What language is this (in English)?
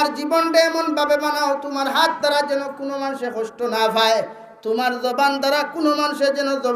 Sylheti